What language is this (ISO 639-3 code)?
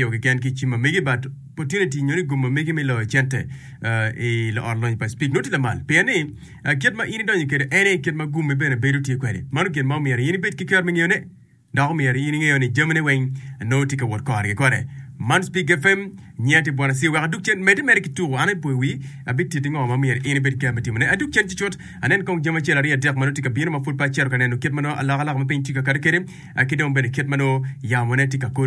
ach